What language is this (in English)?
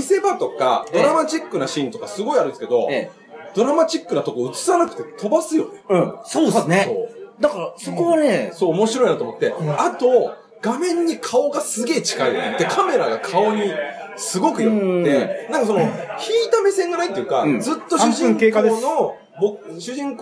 Japanese